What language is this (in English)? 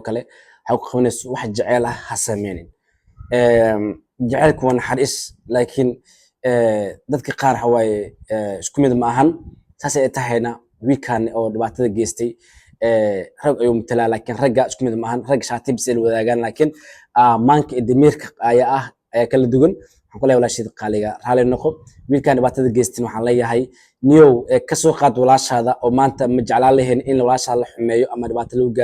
Somali